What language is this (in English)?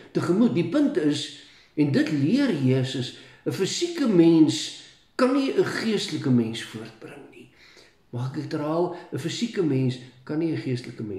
Afrikaans